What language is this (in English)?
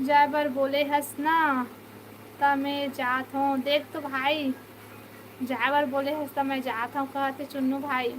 Chhattisgarhi